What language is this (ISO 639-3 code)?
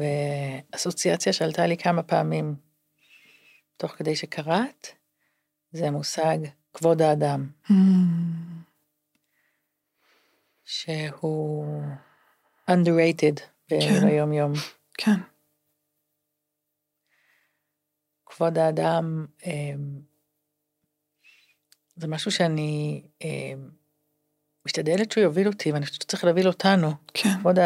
heb